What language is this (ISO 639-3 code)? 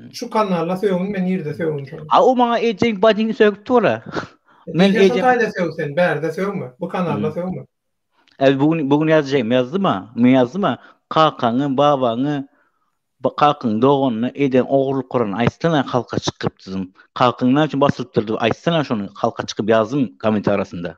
tuk